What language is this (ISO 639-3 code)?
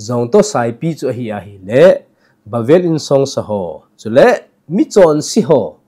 tcz